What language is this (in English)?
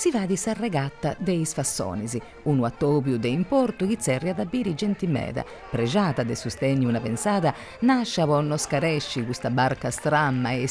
Sardinian